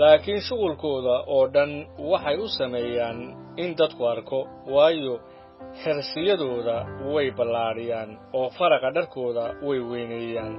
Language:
Somali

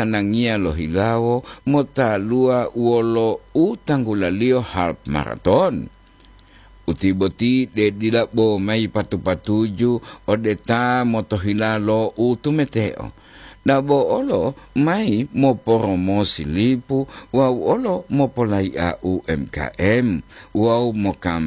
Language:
Gorontalo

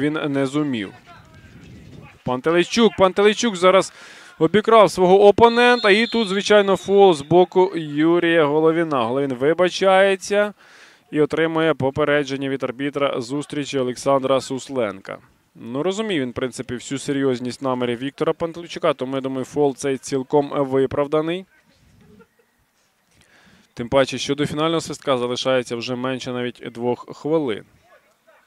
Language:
Ukrainian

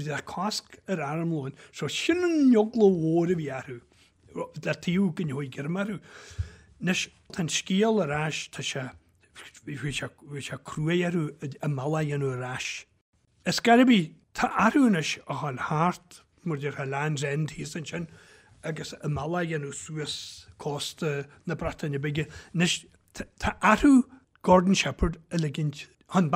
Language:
Irish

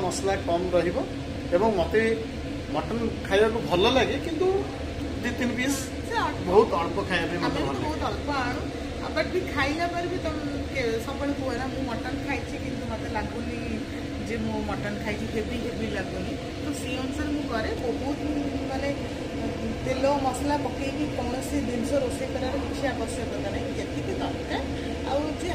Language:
Odia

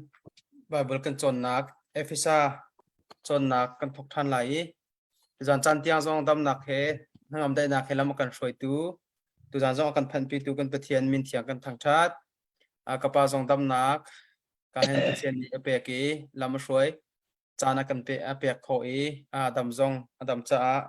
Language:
Hakha Chin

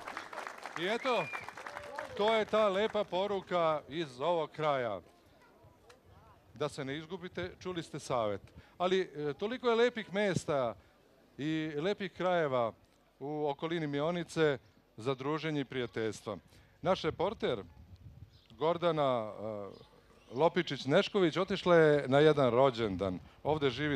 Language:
Serbian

